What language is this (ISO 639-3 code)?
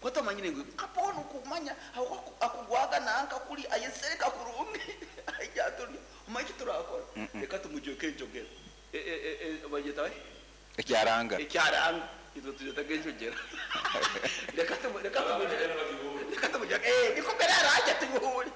nyo